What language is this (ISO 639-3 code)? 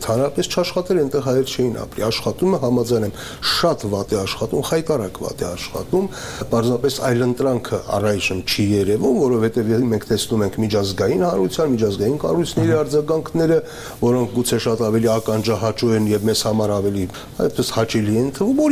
hye